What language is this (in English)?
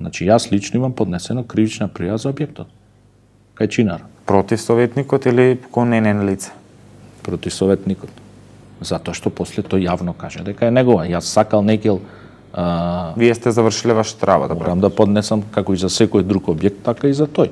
Macedonian